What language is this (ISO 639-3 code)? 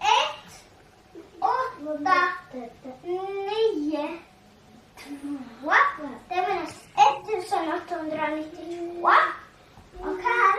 fao